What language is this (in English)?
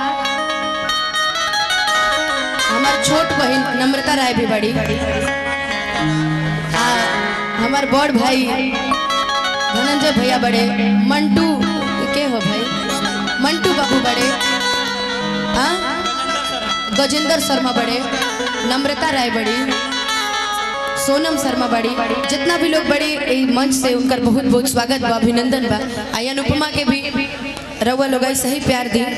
Bhojpuri